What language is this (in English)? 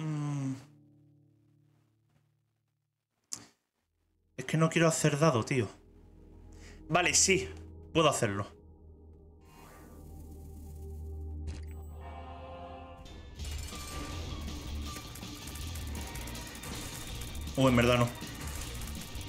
Spanish